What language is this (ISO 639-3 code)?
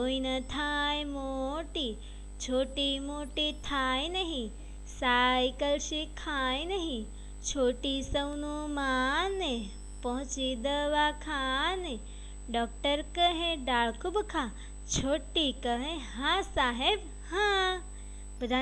guj